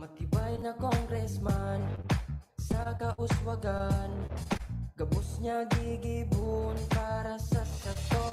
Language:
Bikol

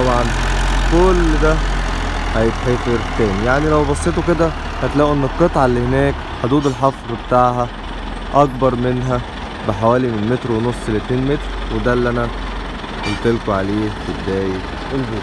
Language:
Egyptian Arabic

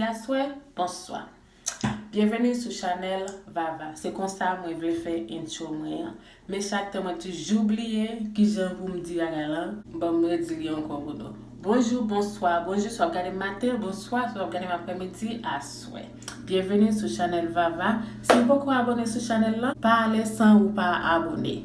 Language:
Haitian Creole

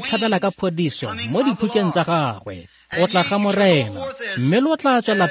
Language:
Tswana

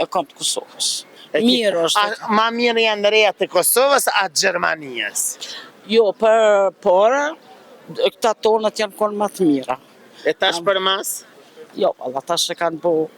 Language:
Albanian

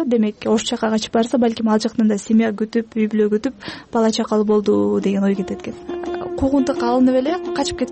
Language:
Kyrgyz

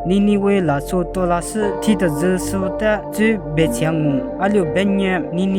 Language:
Lisu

